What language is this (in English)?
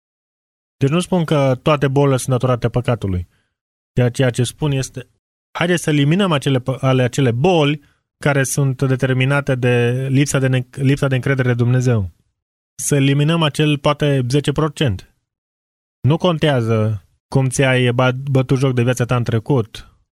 Romanian